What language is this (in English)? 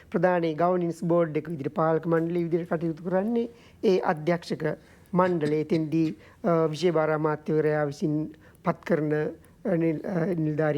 Sinhala